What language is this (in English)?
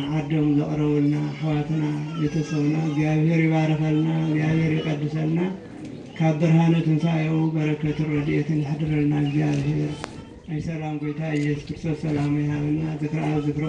Tigrinya